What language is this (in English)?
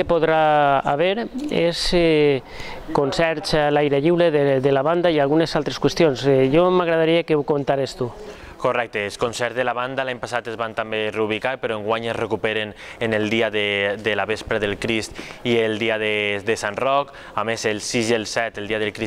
Catalan